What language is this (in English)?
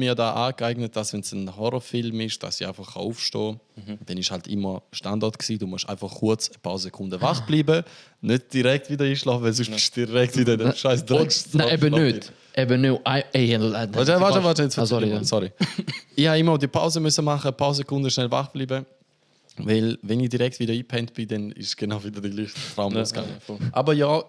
Swiss German